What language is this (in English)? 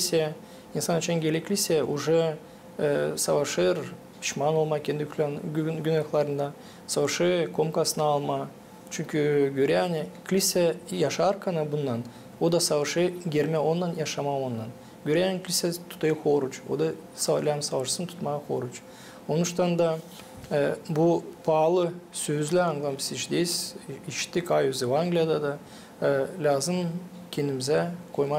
Gagauz